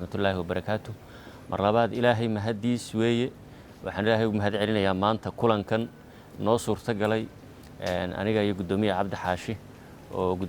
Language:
Somali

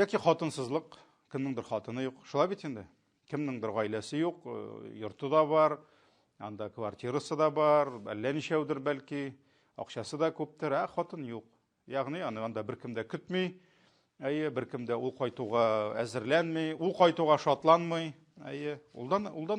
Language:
Tatar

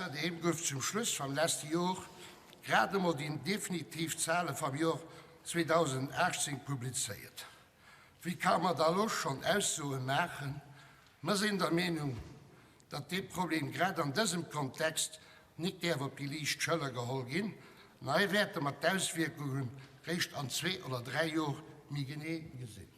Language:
Luxembourgish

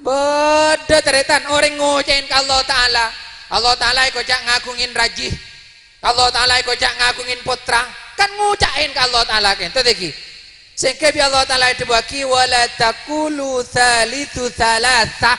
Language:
Madurese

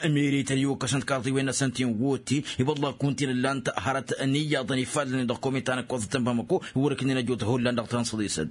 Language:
Tamasheq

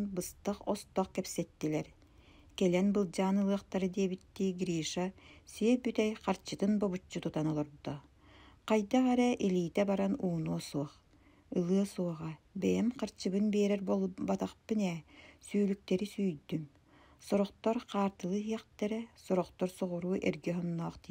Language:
Yakut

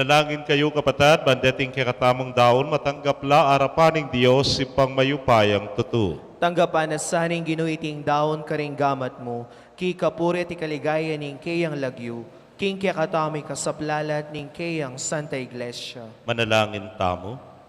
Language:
Pampanga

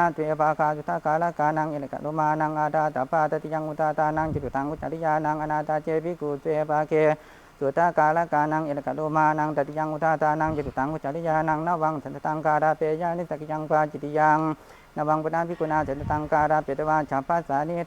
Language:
Pali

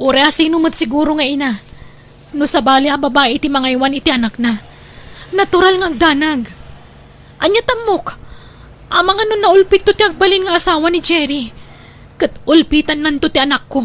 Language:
Iloko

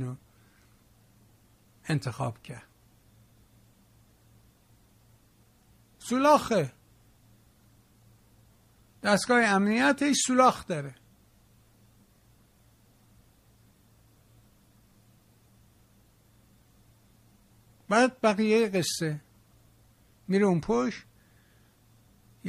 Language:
Persian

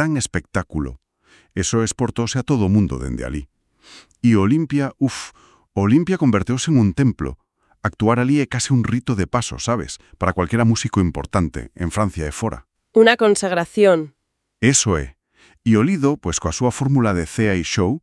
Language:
Galician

